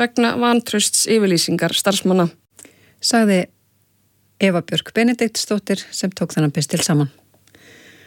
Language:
Icelandic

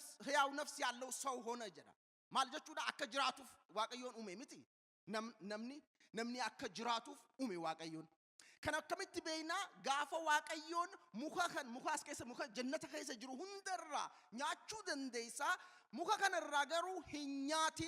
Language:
Oromo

